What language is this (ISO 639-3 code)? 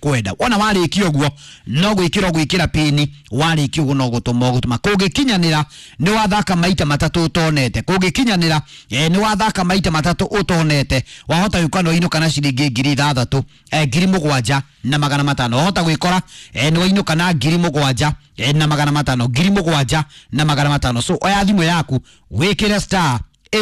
kik